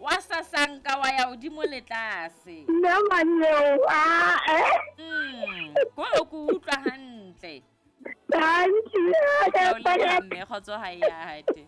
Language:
Southern Sotho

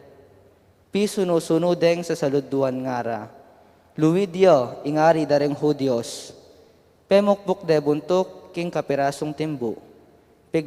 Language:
Pampanga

